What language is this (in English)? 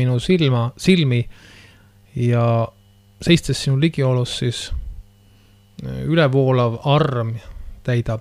Estonian